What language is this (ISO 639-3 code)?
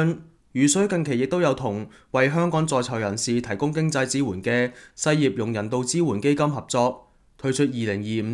yue